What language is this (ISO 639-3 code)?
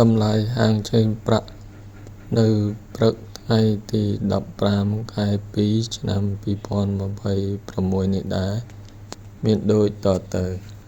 khm